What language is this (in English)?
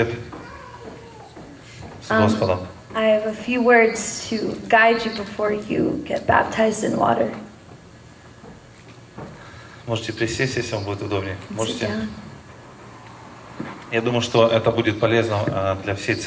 Russian